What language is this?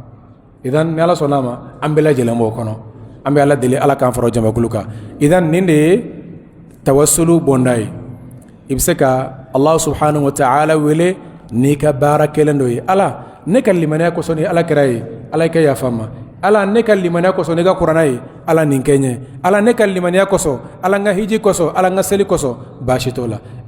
Bambara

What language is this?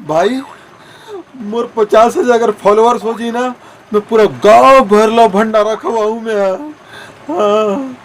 Chhattisgarhi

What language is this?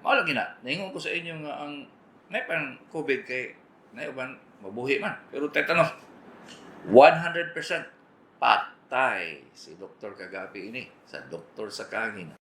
Cebuano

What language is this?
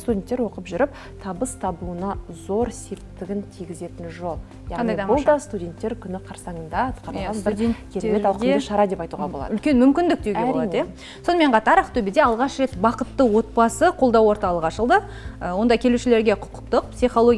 Kazakh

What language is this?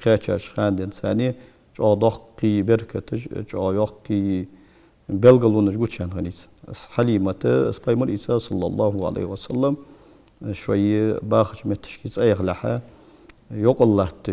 Ingush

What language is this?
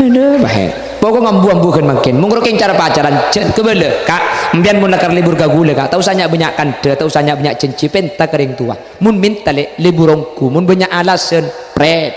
Madurese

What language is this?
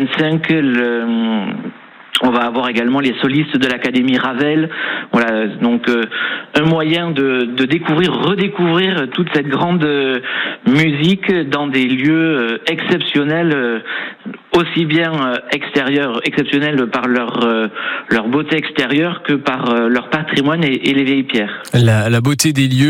French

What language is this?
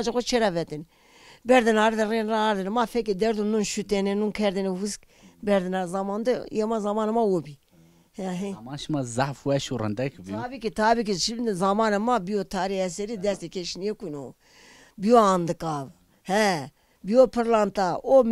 Zaza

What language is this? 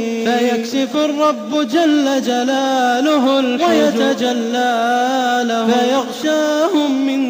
Arabic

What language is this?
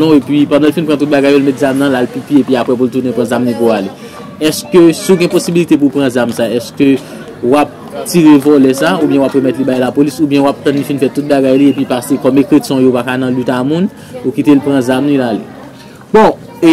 Haitian Creole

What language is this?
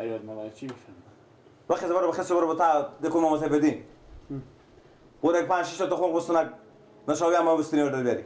Persian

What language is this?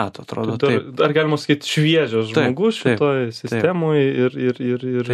Lithuanian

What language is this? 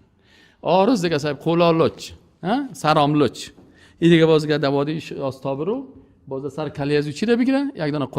Persian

